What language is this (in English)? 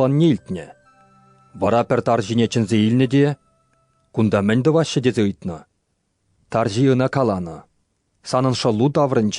Chuvash